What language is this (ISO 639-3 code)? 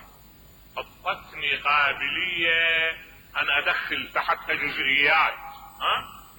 acm